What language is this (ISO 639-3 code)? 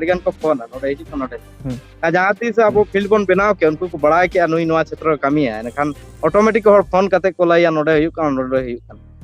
sat